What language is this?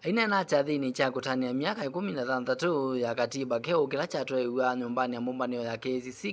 Kamba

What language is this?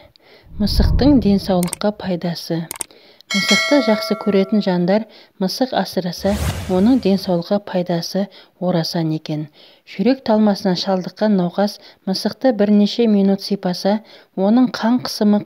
Kazakh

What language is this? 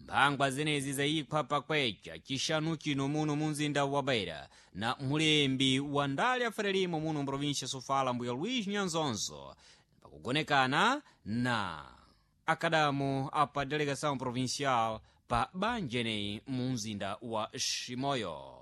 Sena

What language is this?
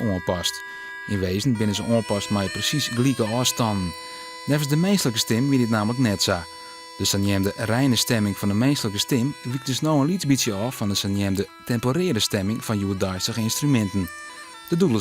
Western Frisian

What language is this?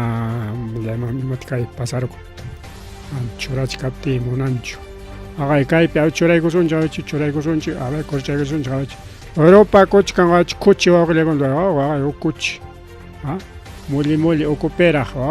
Ayacucho Quechua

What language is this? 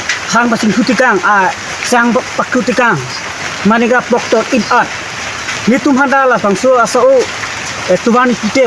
Karbi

